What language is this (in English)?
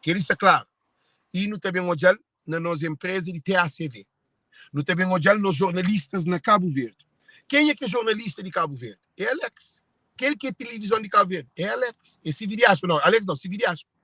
Kabuverdianu